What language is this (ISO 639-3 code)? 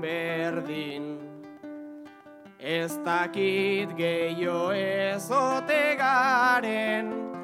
eus